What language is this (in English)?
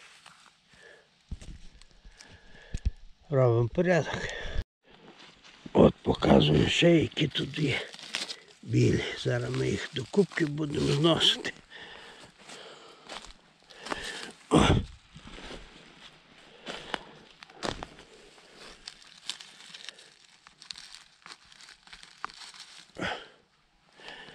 Ukrainian